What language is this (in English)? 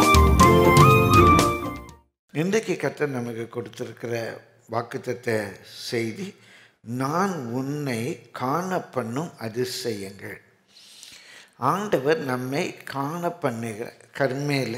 Tamil